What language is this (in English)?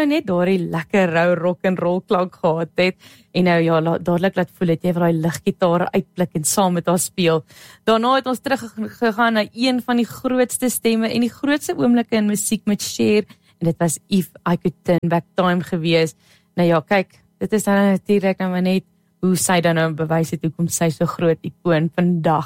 Afrikaans